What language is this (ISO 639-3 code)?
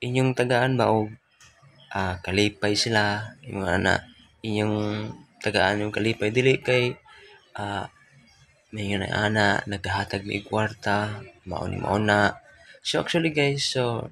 ceb